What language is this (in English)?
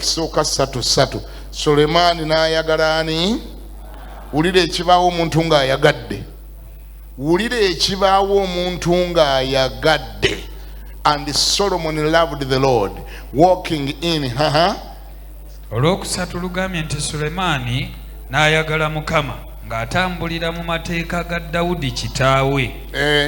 Ganda